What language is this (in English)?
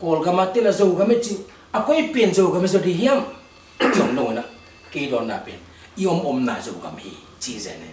Tedim Chin